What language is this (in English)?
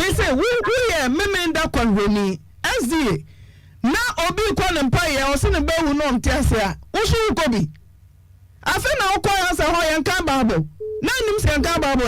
Akan